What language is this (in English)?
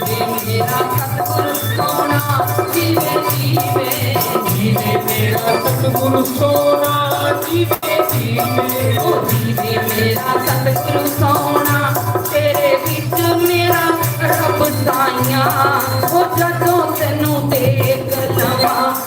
Dogri